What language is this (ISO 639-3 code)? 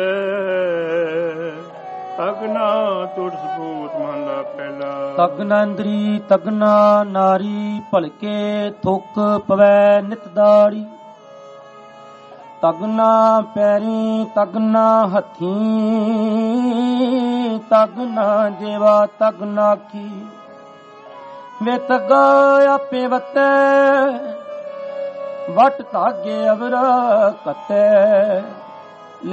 pan